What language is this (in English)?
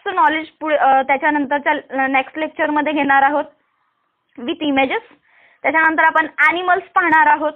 Marathi